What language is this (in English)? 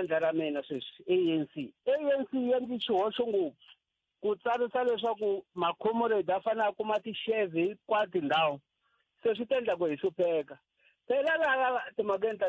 Tsonga